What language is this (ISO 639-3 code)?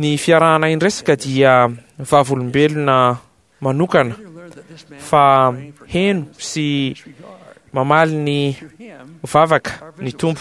mlg